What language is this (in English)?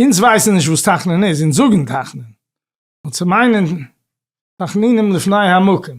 Yiddish